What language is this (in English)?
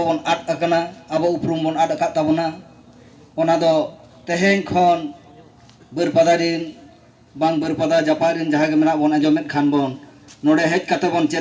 Santali